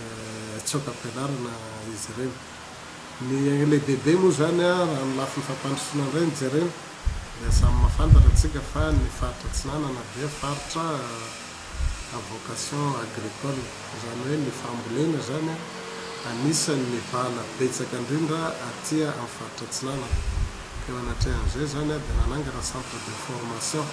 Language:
Malagasy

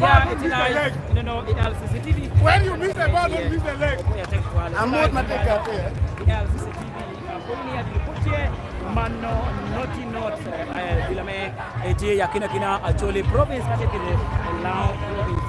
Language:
Lango (Uganda)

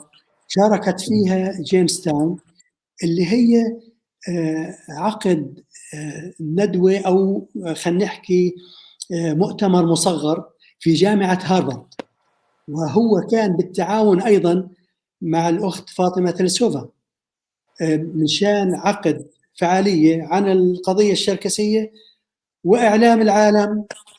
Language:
North Levantine Arabic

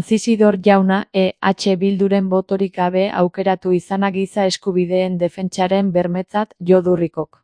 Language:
Basque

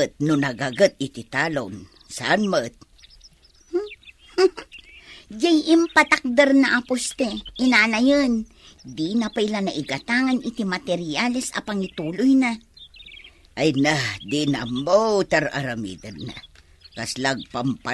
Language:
Iloko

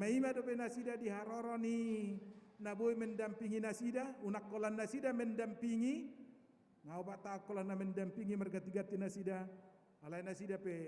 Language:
Batak Toba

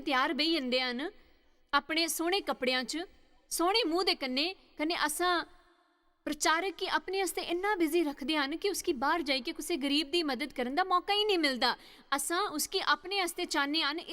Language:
Dogri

